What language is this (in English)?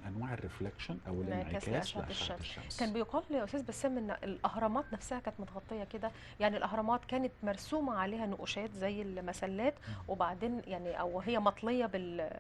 Egyptian Arabic